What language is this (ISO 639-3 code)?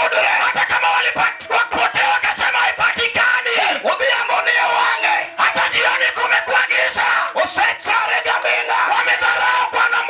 luo